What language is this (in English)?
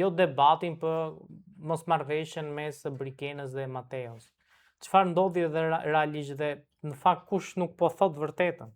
Albanian